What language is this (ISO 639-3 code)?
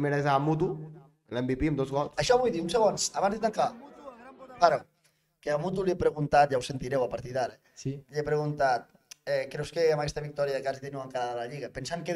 cat